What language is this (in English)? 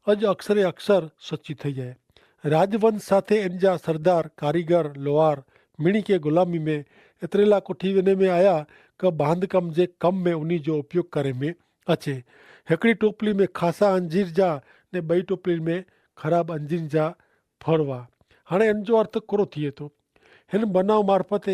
Kachhi